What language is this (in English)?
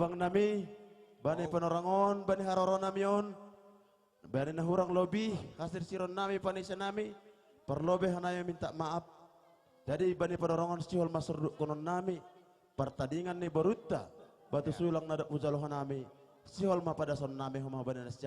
Batak Simalungun